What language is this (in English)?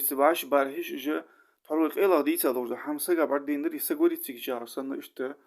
Ingush